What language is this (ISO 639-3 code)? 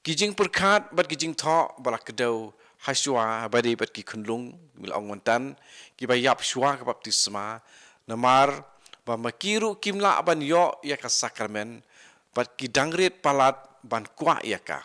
kha